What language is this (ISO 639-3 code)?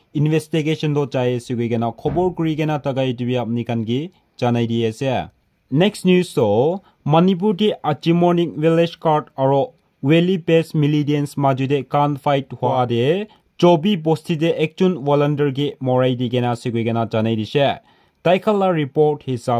nag